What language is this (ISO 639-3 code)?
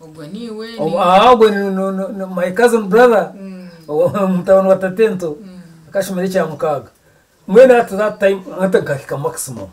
nyn